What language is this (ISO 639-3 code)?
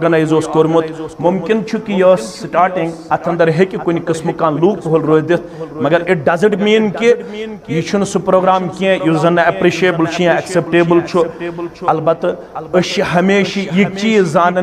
kas